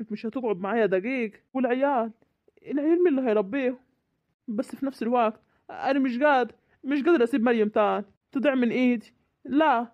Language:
Egyptian Arabic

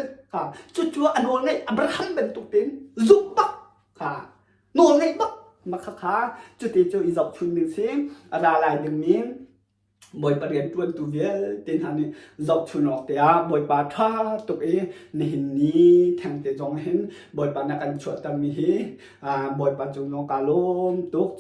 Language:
Hakha Chin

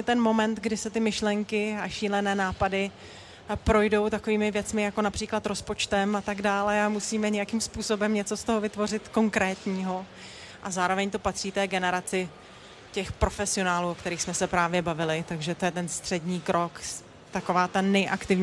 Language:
Czech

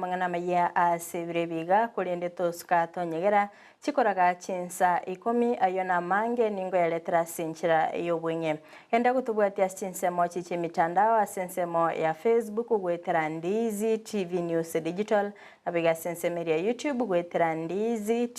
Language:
Gusii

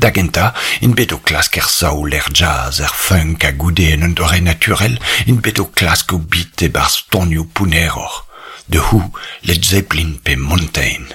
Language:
Breton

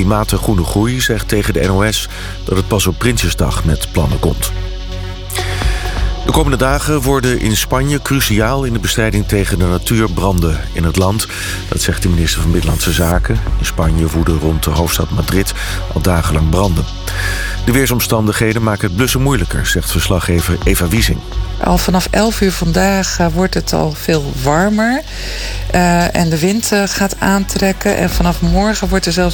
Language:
Dutch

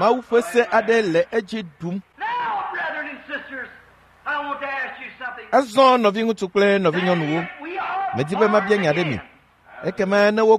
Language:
Ewe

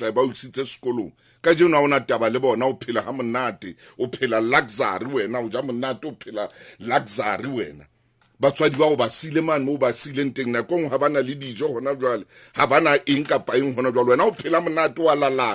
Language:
Southern Sotho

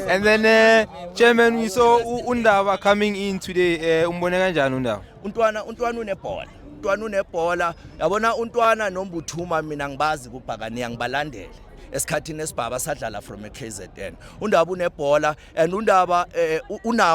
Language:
Zulu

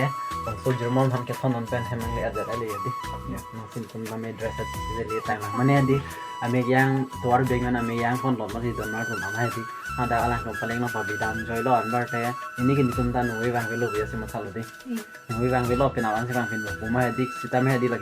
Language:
Karbi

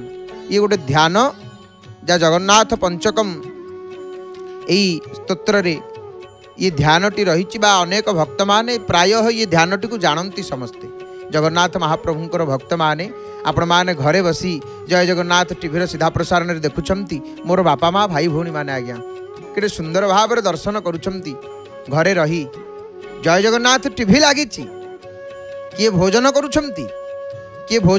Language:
Odia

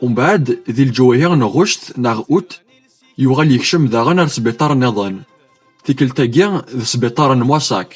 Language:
Kabyle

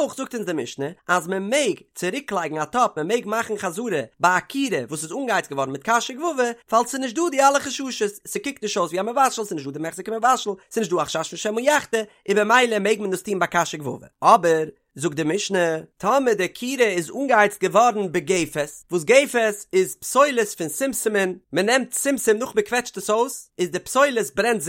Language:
Yiddish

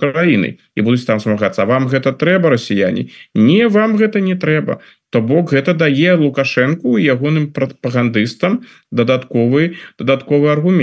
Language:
Belarusian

